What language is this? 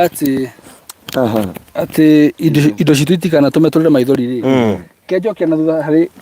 Kikuyu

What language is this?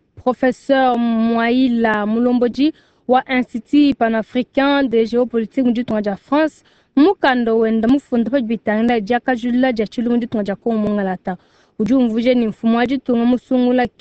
Luba-Lulua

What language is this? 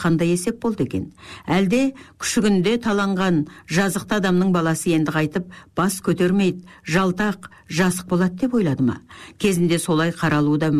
Kazakh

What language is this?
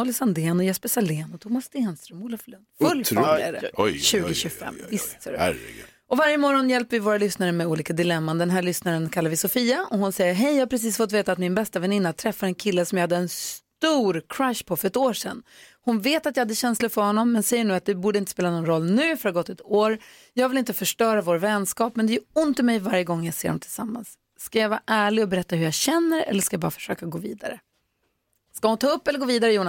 Swedish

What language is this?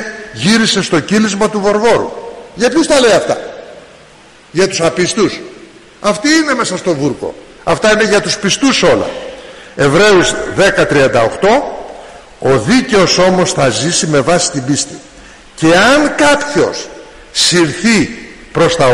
Greek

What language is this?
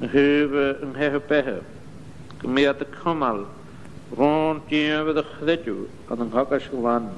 Scottish Gaelic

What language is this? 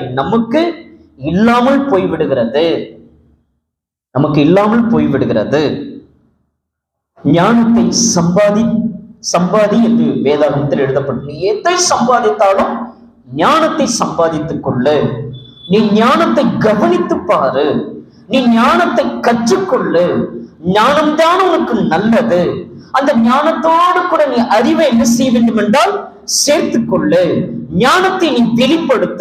Tamil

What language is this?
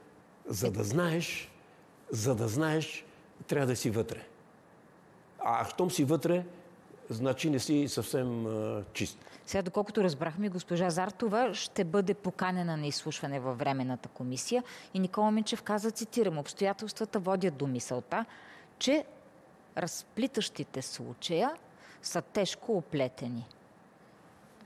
Bulgarian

